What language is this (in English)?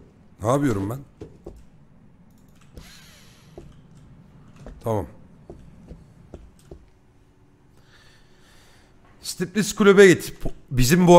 Turkish